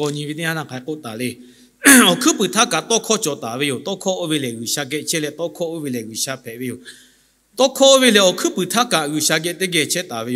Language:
Lahu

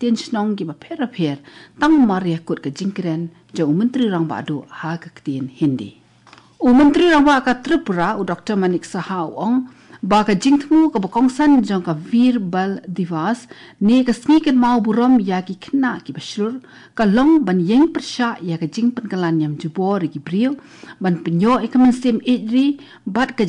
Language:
Khasi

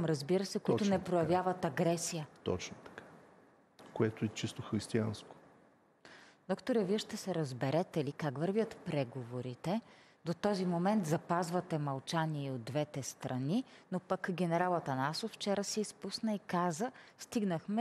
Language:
Bulgarian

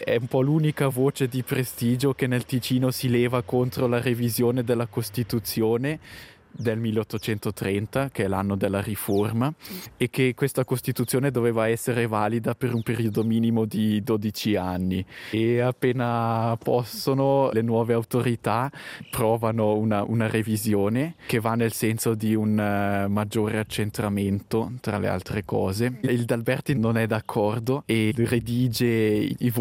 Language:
Italian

